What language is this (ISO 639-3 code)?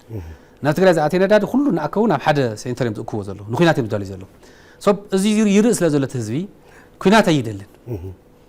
tir